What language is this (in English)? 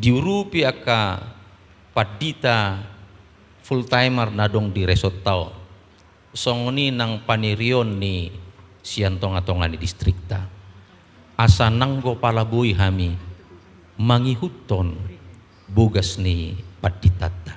Batak Toba